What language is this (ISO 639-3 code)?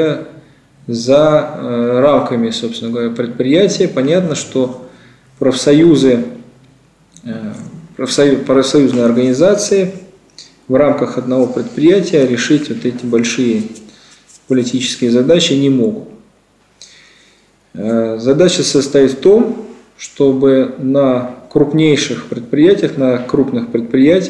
rus